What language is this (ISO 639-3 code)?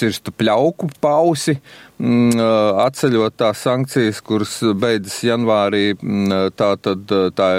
lav